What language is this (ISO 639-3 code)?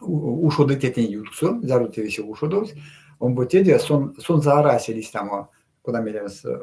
myv